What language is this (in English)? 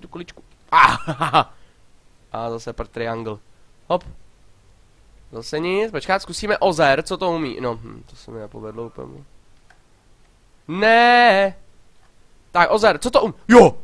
Czech